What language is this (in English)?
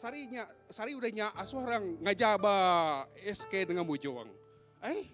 Iban